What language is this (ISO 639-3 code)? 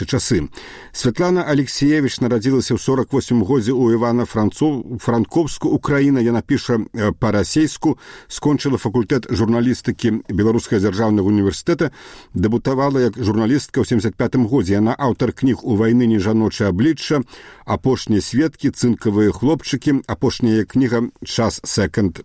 bel